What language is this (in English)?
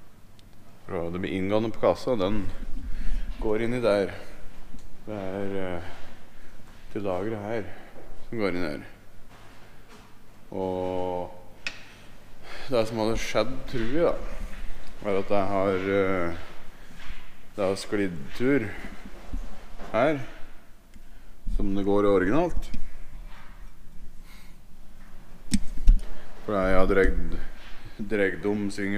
Norwegian